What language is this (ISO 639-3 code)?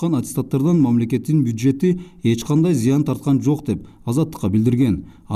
kir